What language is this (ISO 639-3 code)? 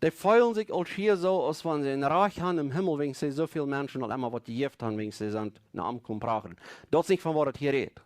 pdt